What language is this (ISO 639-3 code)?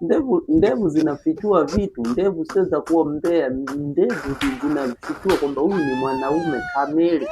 swa